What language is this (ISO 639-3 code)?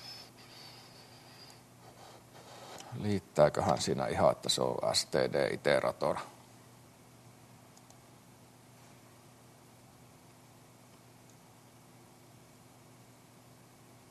fin